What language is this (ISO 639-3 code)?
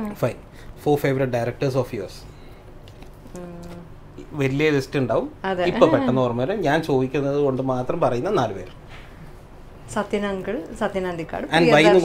mal